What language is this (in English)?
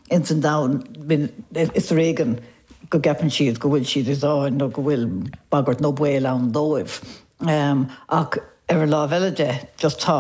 Irish